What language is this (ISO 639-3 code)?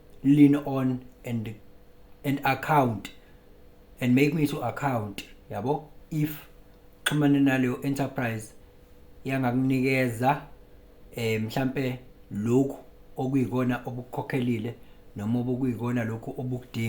zul